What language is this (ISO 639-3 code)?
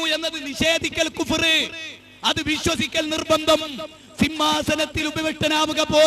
mal